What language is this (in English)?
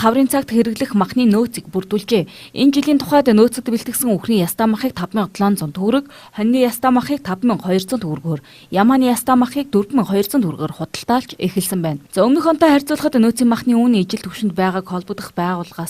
Mongolian